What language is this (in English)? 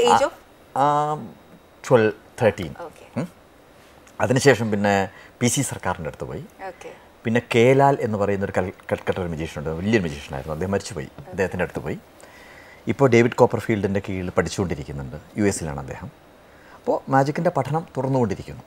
Malayalam